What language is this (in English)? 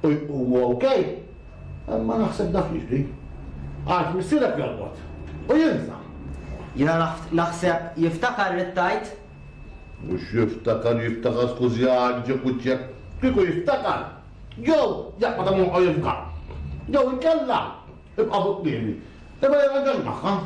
Maltese